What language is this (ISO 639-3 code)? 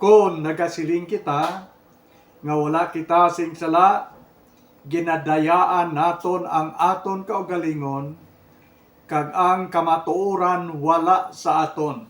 hil